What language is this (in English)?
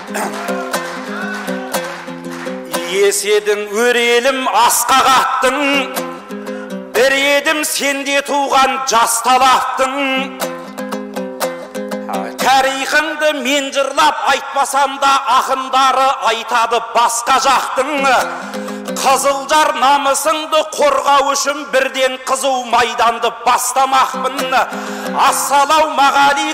Kazakh